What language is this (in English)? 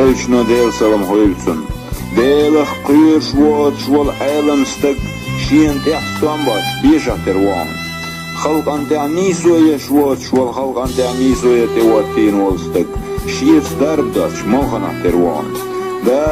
Chechen